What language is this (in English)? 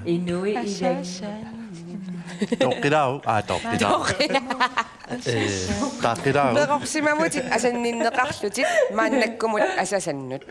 Kalaallisut